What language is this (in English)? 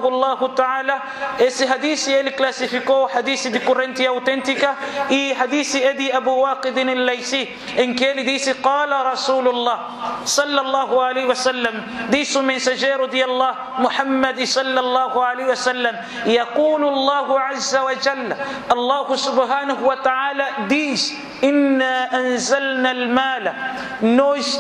Portuguese